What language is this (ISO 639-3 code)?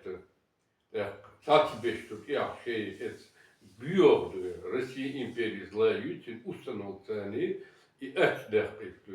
che